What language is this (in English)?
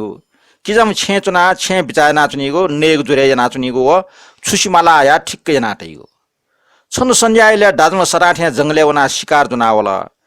Newari